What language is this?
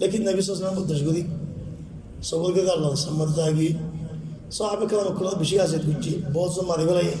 Rohingya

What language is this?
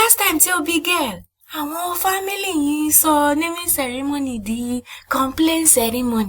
Yoruba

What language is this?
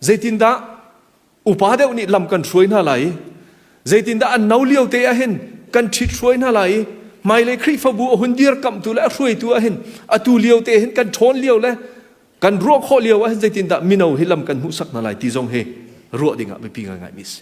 Hakha Chin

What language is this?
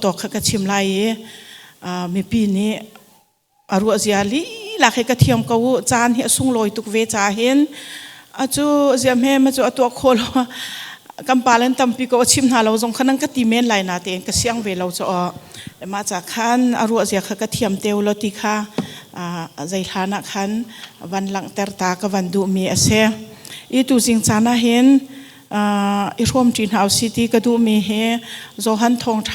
Hakha Chin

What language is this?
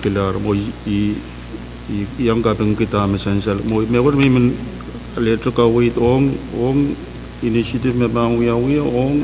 Pohnpeian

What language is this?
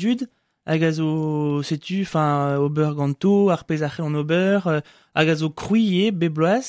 Breton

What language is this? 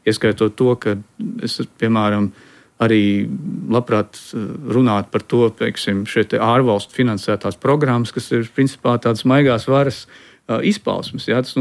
Latvian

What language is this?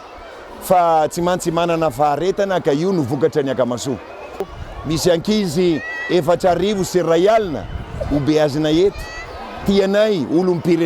Malagasy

